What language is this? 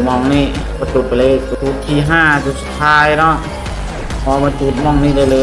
Lao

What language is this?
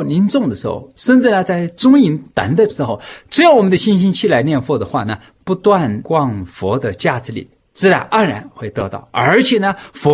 Chinese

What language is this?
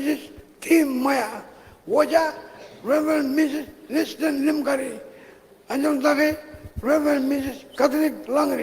Marshallese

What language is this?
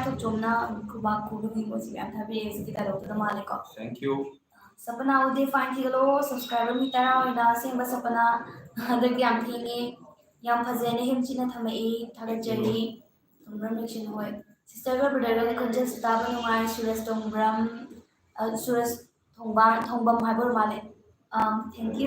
Manipuri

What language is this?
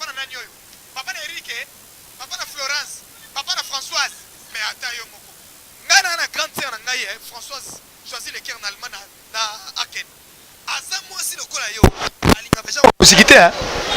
Lingala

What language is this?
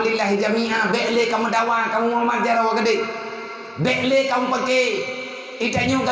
Achinese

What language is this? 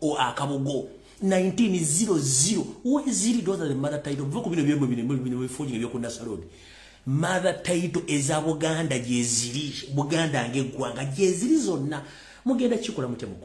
Ganda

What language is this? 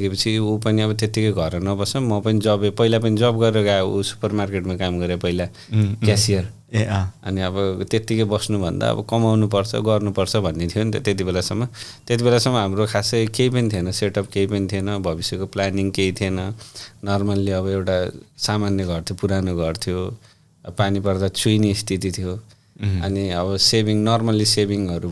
Nepali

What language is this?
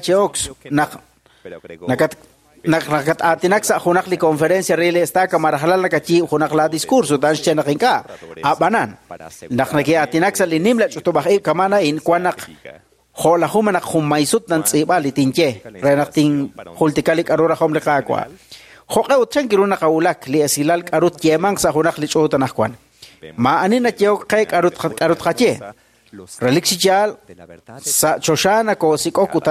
Kekchí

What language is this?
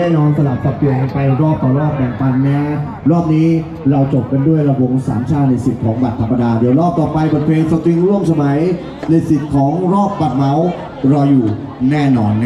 Thai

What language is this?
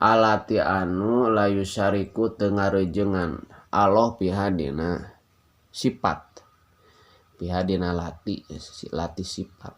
Sundanese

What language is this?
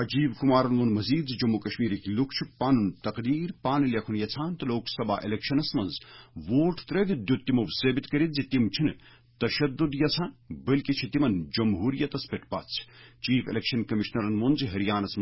Kashmiri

